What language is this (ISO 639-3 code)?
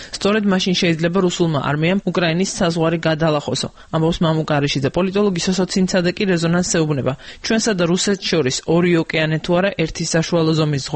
kat